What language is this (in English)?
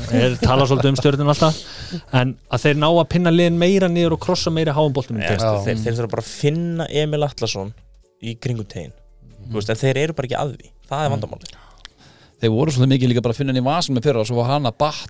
Icelandic